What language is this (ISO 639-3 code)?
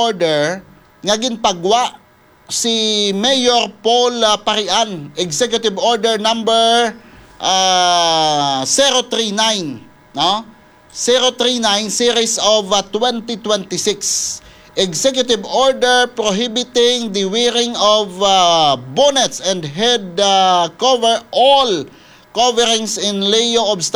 hil